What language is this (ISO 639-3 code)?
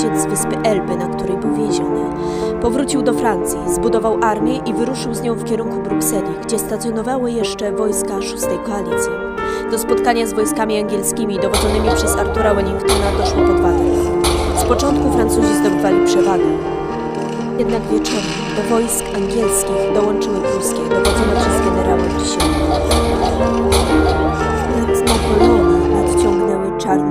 pol